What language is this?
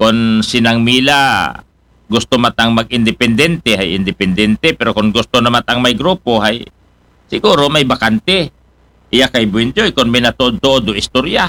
Aklanon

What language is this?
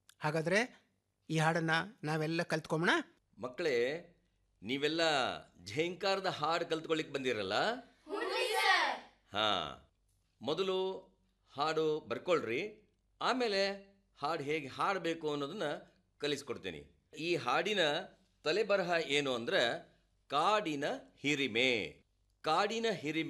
Kannada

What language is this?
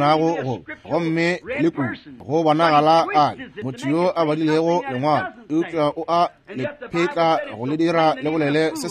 Northern Sotho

